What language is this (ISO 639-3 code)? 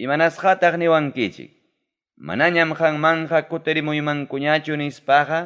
quy